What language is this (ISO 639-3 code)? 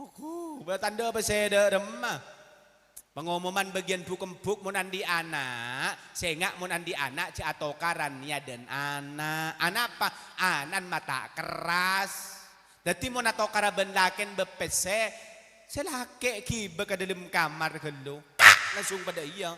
mad